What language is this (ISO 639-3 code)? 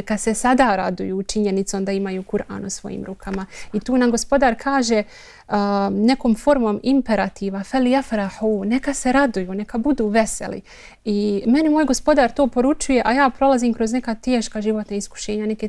bos